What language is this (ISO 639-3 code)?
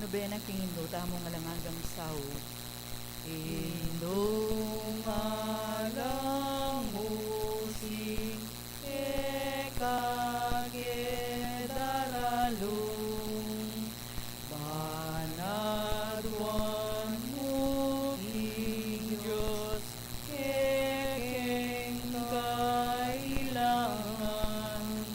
pam